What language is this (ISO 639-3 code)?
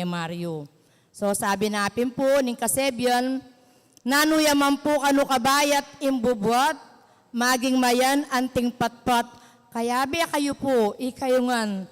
pam